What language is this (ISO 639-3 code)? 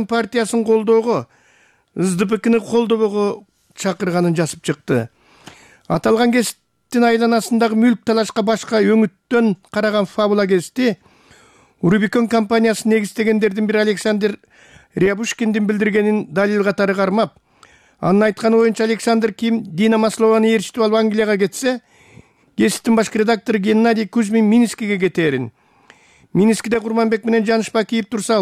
kir